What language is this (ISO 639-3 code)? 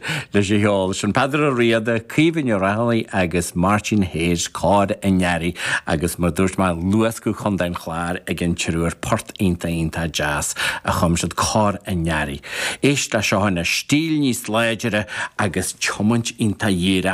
gle